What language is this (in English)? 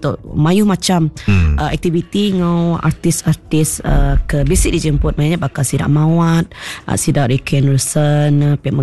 Iban